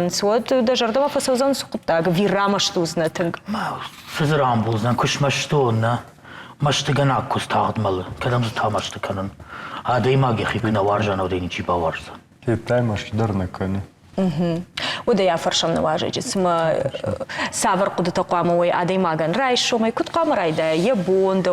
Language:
Ossetic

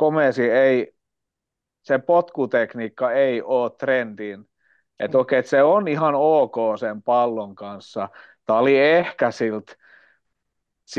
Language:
Finnish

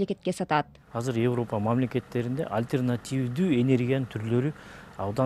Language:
Kyrgyz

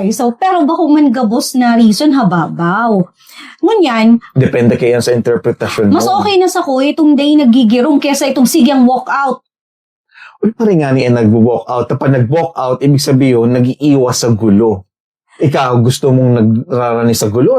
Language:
Bikol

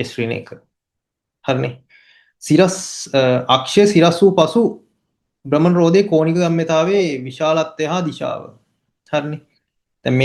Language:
Sinhala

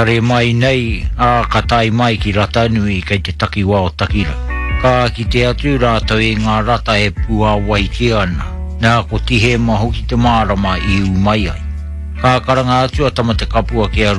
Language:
Māori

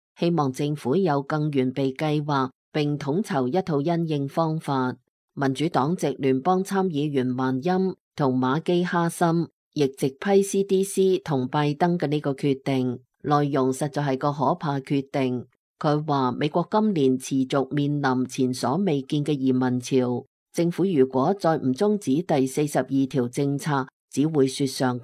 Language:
Cantonese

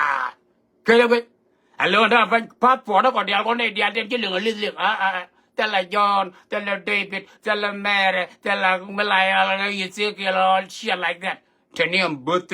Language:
Nuer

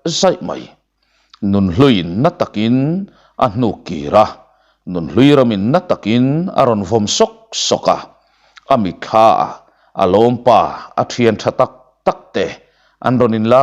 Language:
Mizo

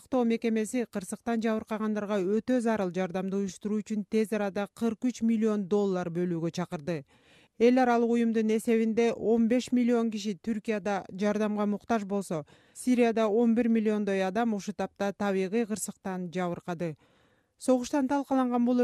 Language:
Kyrgyz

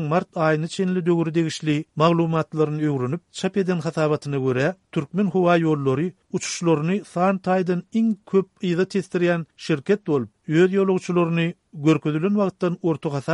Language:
Turkmen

